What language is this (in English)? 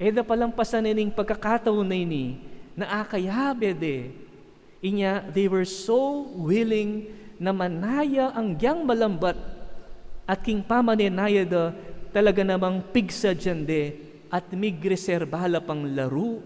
Pampanga